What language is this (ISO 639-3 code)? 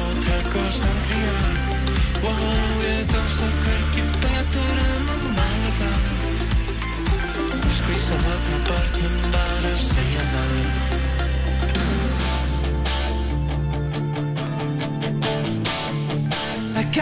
isl